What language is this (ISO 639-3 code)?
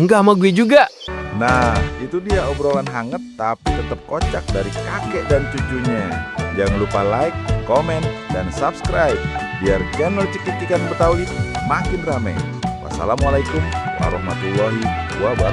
bew